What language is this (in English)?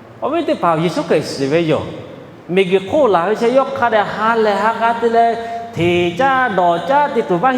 Lahu